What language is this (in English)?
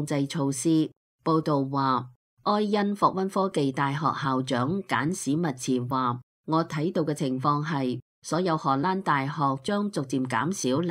Cantonese